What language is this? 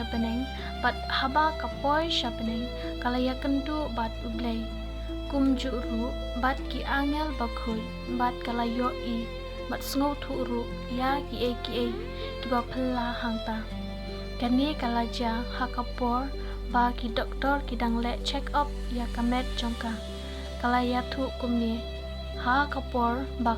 Khasi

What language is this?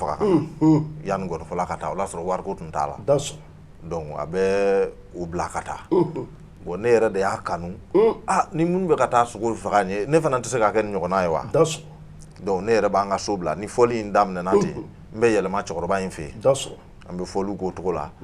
Bambara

